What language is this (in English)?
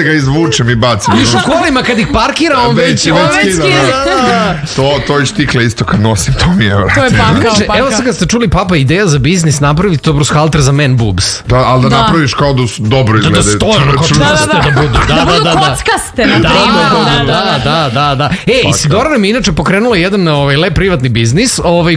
Serbian